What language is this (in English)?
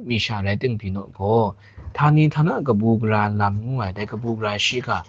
Kachin